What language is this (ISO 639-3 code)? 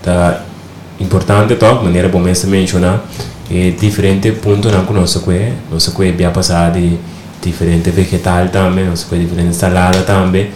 pap